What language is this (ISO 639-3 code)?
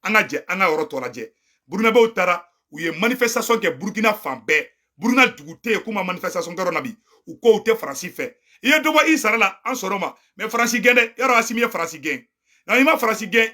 bam